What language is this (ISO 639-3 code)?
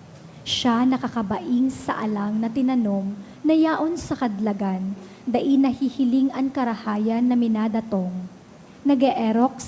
bik